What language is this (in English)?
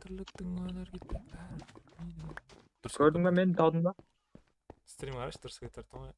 Kara-Kalpak